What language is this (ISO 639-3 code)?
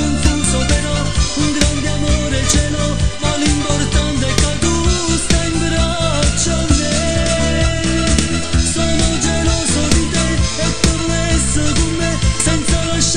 ita